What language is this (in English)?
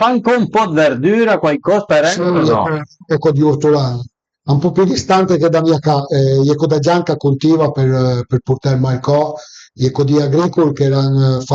Piedmontese